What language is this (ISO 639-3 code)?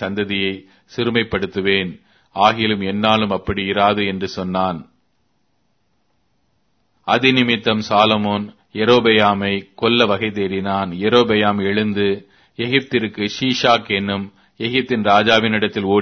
tam